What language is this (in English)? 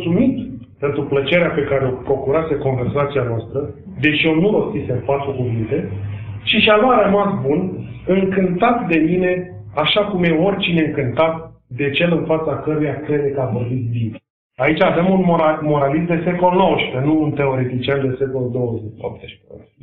Romanian